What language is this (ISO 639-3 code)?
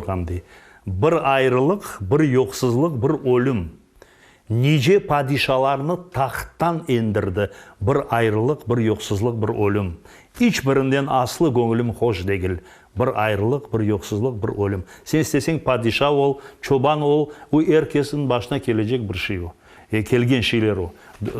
crh